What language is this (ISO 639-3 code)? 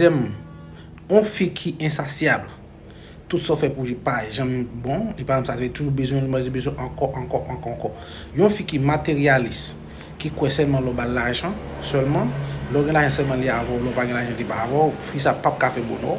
hat